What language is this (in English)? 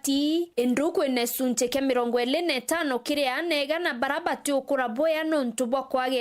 Meru